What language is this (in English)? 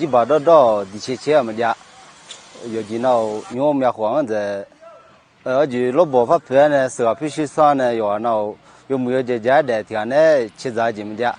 Akha